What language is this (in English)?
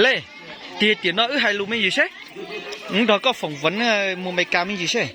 Hmong